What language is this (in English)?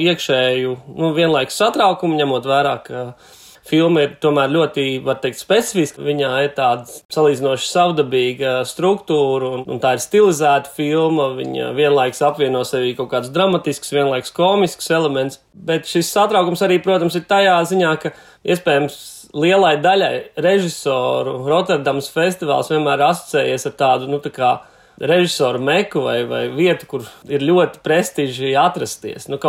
Latvian